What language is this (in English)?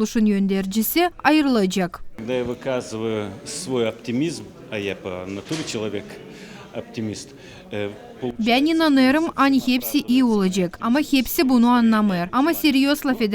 Gagauz